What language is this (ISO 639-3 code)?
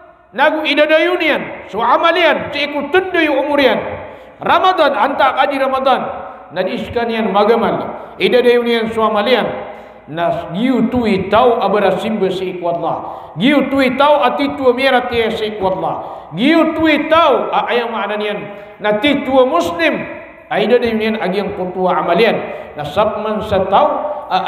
mrw